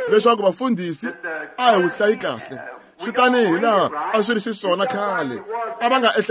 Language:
Tsonga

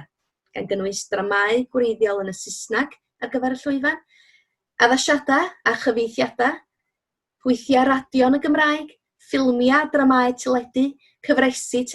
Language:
Welsh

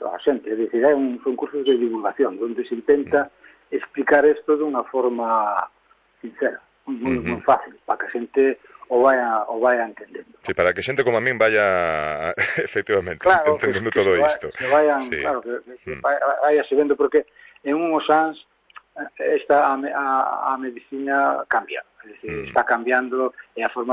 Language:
Galician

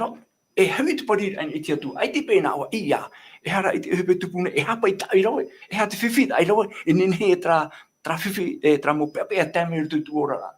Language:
Tahitian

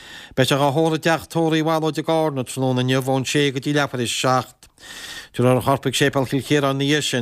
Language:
Irish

